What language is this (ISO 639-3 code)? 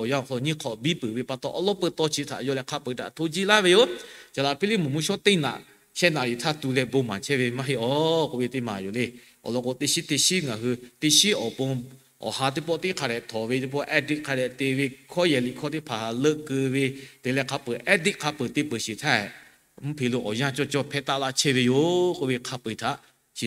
lhu